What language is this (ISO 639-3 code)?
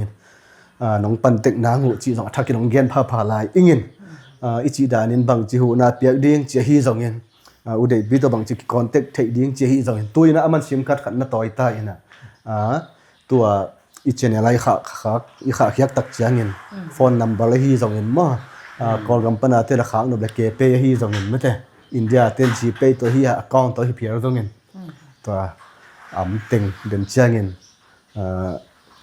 ctd